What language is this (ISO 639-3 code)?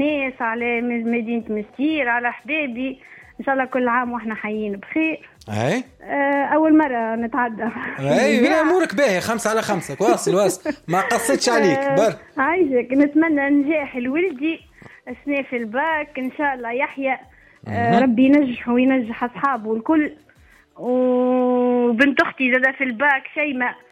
aeb